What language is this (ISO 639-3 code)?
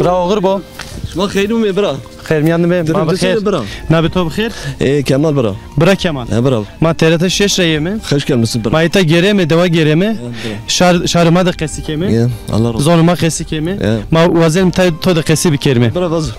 zza